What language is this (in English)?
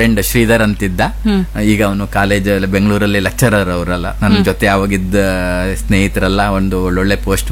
Kannada